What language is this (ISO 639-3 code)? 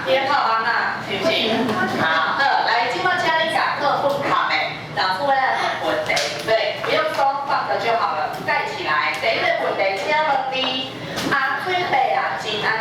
nan